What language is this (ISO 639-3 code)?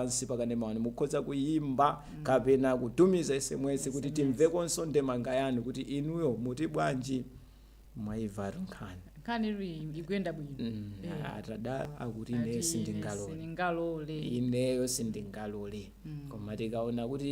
nya